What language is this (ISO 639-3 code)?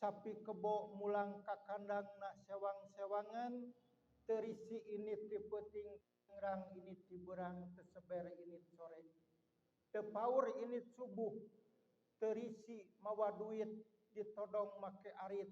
sun